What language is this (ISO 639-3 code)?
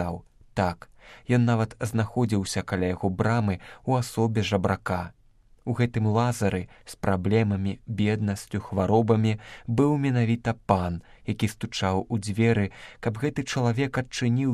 bel